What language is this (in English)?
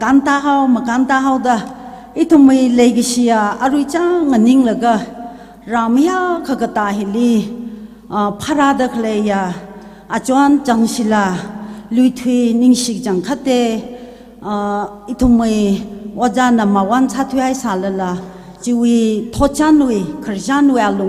Tangkhul Naga (India)